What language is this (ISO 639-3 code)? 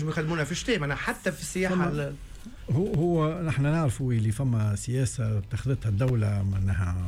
aeb